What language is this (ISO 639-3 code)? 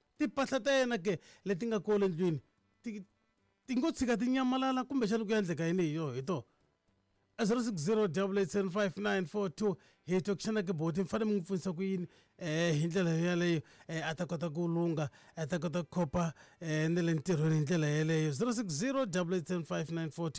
tso